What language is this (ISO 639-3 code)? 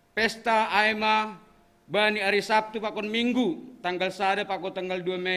bts